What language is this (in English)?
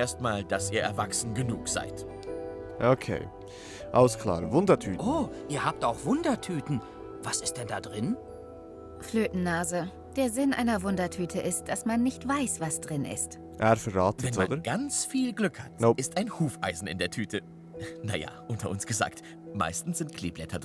Swiss German